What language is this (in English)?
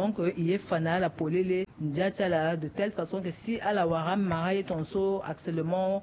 Sango